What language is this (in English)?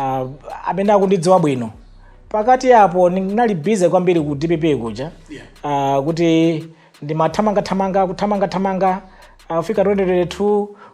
Nyanja